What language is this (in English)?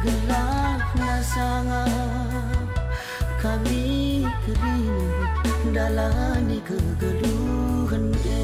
Batak Karo